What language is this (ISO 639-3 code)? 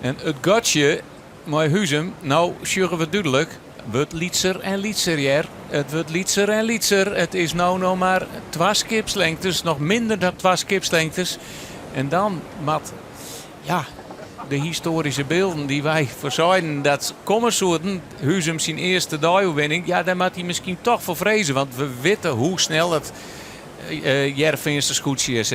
fry